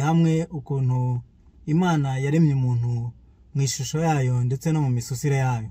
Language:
Kinyarwanda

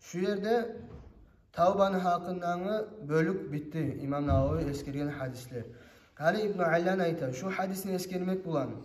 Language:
Kumyk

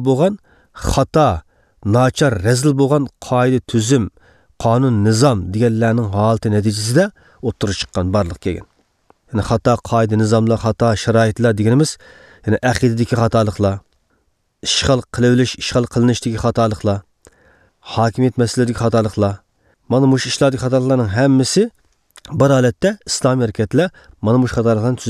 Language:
Uyghur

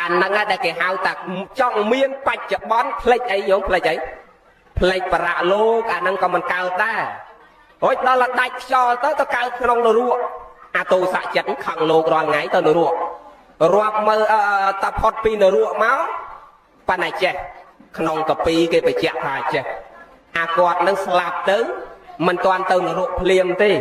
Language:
Khmer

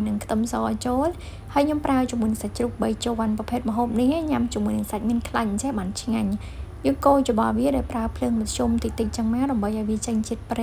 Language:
Khmer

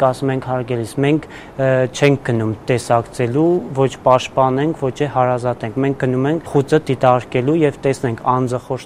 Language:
Armenian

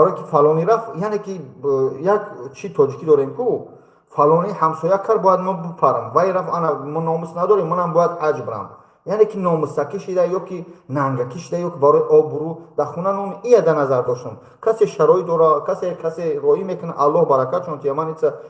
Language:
Tajik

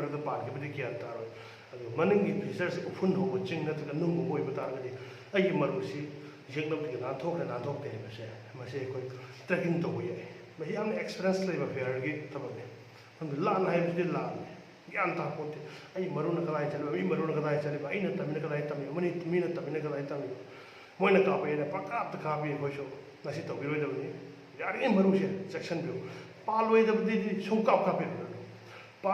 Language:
Manipuri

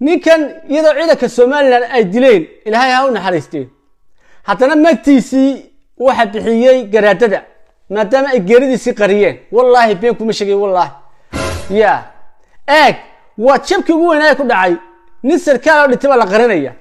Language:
Somali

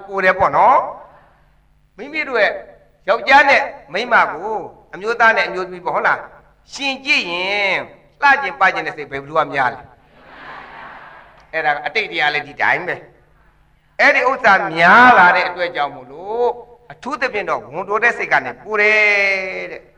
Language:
Burmese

